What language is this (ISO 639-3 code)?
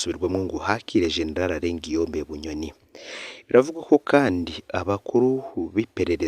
run